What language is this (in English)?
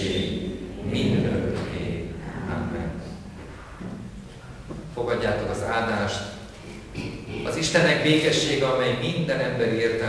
Hungarian